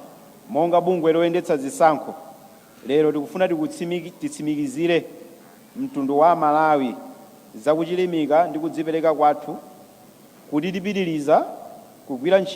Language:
Nyanja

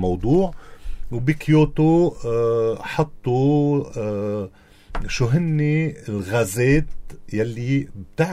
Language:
North Levantine Arabic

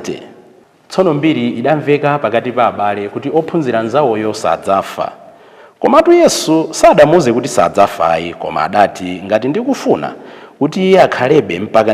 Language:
Nyanja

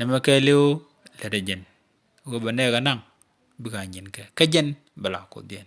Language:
Nuer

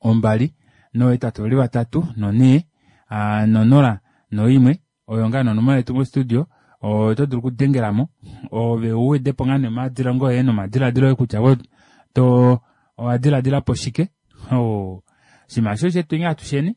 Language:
Kuanyama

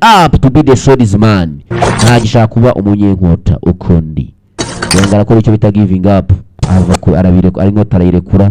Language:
Kinyarwanda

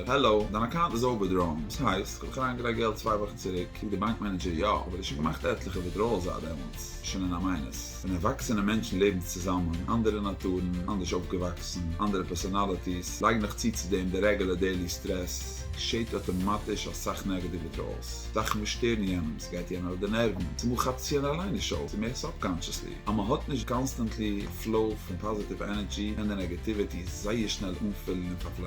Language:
Yiddish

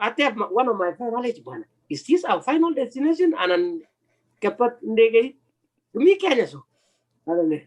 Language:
Kalenjin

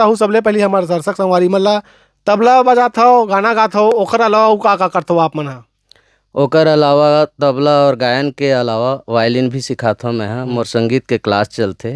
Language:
Chhattisgarhi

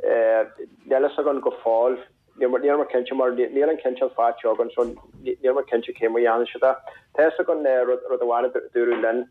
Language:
Irish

